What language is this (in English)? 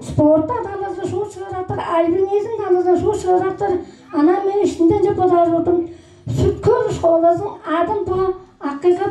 Tuvinian